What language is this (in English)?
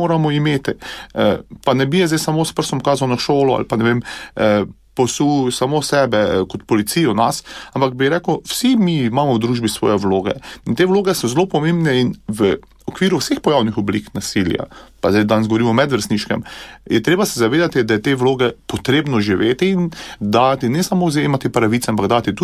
Slovenian